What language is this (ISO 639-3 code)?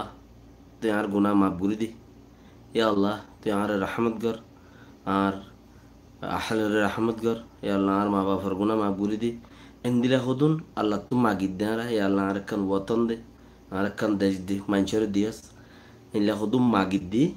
rhg